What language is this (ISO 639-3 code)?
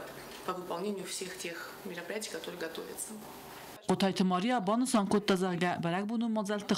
oss